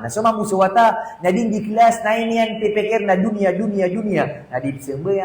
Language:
Maranao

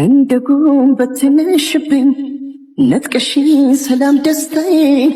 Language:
Amharic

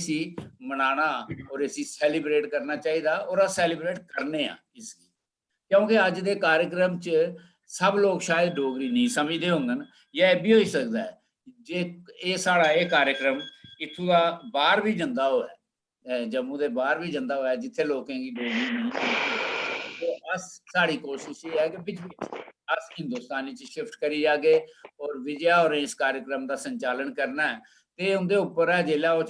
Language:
Dogri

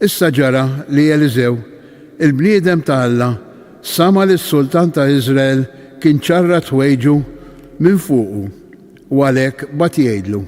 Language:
Maltese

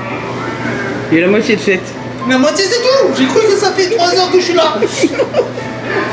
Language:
French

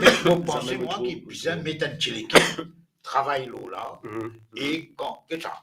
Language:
Morisyen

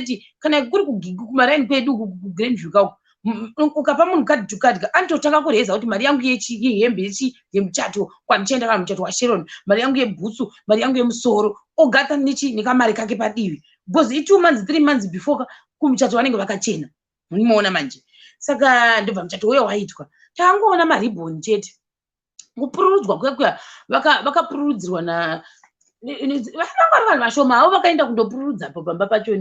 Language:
Shona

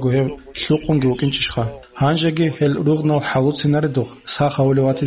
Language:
Avaric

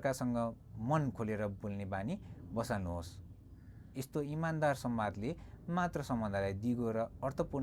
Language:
Nepali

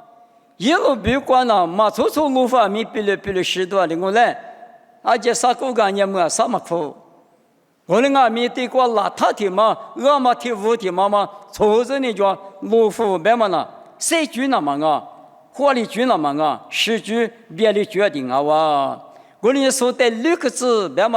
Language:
Lisu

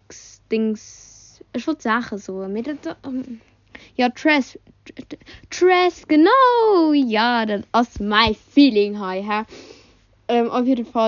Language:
Luxembourgish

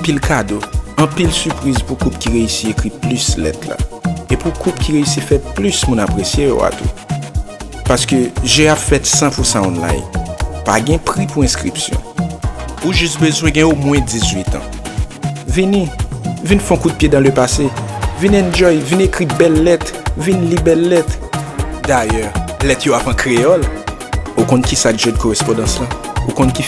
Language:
Haitian Creole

